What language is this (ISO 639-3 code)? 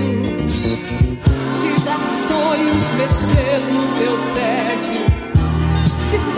por